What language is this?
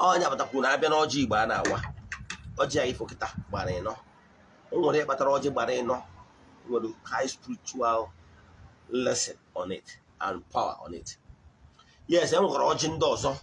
Igbo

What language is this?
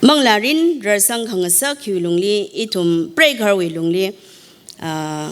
Tangkhul Naga (India)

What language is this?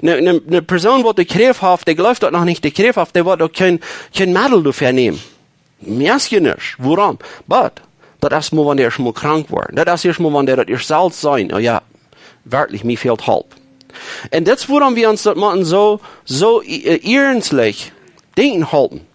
Plautdietsch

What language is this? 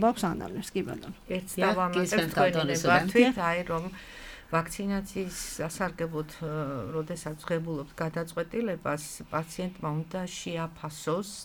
Georgian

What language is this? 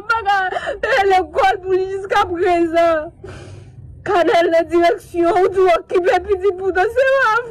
Haitian Creole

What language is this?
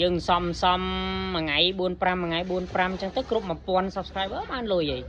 Khmer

